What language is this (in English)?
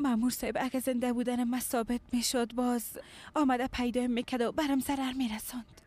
Persian